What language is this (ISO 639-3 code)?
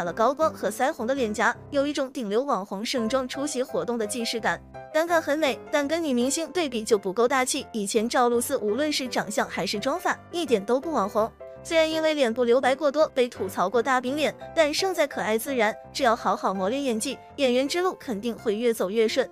zho